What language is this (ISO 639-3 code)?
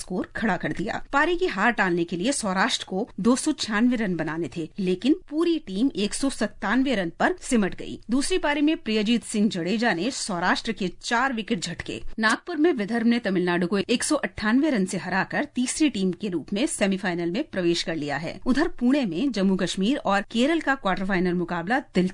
hin